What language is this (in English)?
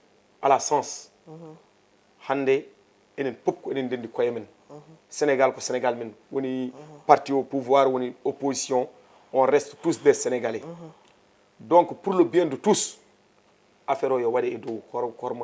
Fula